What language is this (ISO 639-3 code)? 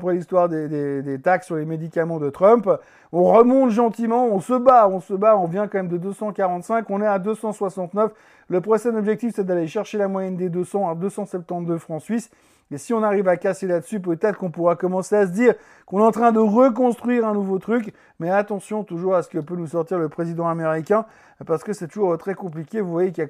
fra